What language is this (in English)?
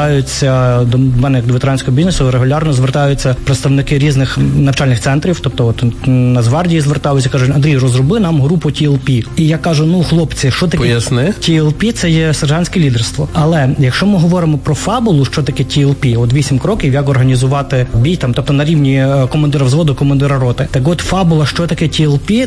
Ukrainian